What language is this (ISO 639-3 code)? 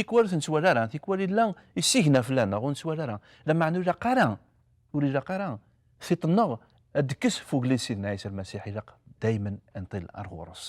kab